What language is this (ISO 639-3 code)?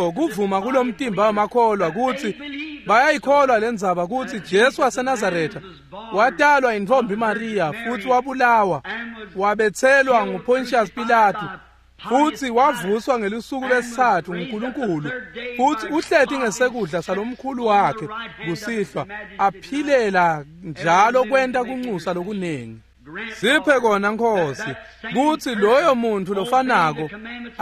ssw